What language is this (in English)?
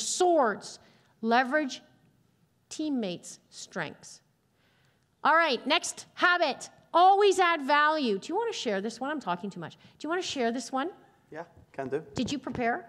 English